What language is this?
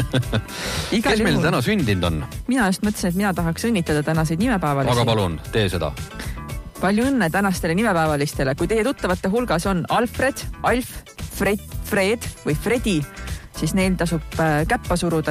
Estonian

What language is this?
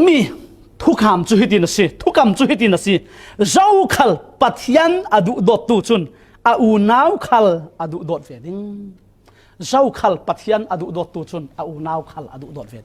Falam Chin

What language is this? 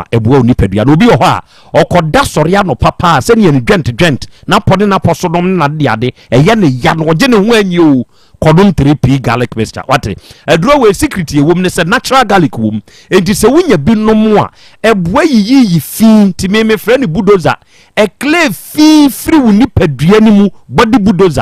Akan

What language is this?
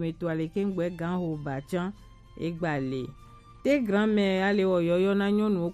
Gen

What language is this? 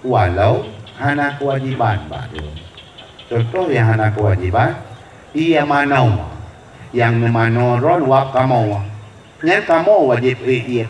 Achinese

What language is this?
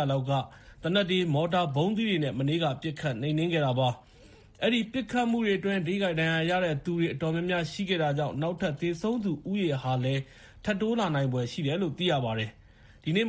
Burmese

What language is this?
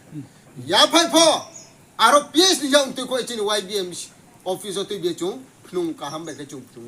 Riang (India)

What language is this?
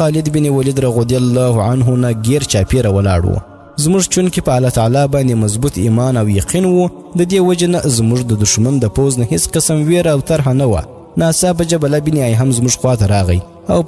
Pashto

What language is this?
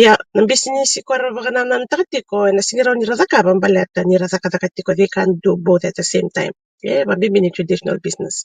Fijian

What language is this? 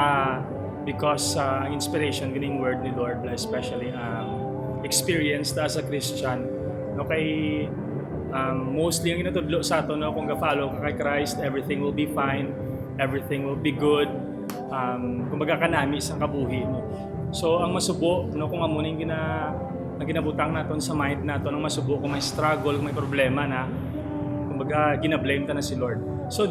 Hiligaynon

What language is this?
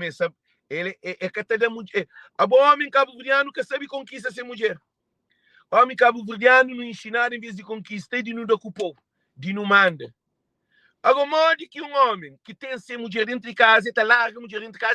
Kabuverdianu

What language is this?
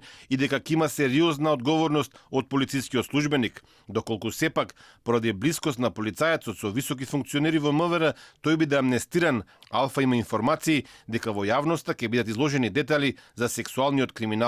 Macedonian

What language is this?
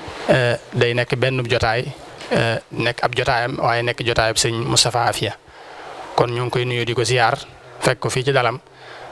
Wolof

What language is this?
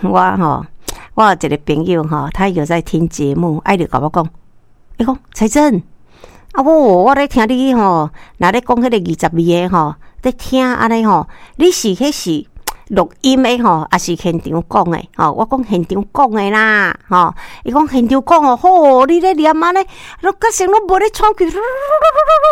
Min Nan Chinese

